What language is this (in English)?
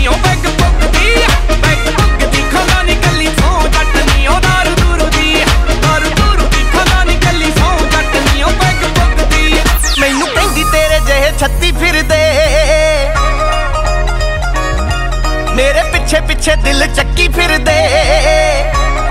Punjabi